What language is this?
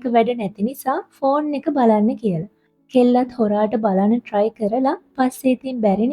Sinhala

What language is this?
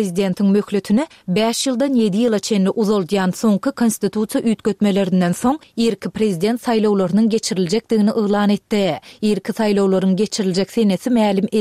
Turkmen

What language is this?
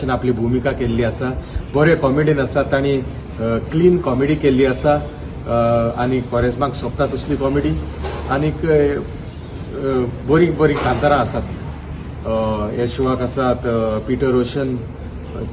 Konkani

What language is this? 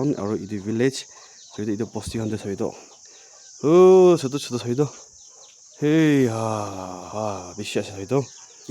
Naga Pidgin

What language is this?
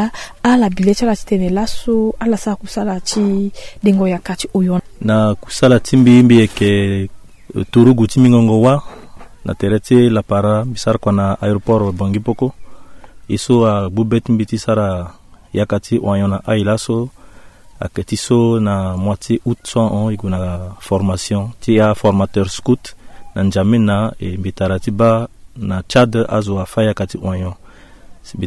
Sango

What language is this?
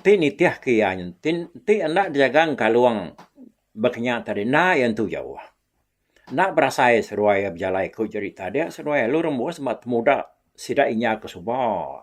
Iban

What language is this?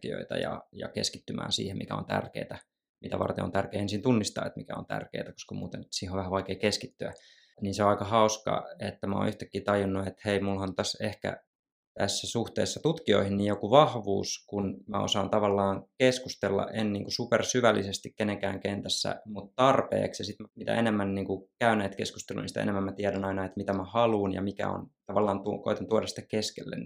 Finnish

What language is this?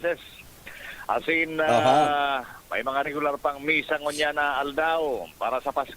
Bikol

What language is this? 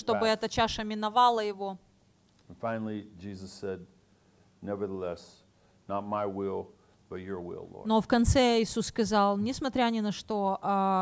Russian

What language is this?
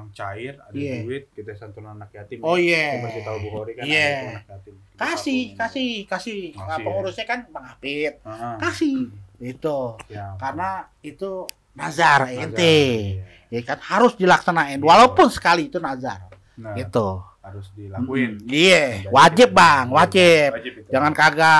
Betawi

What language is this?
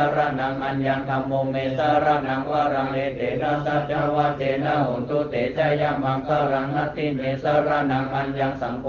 Pali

